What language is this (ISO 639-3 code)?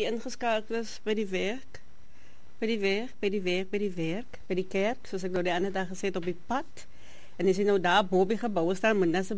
afr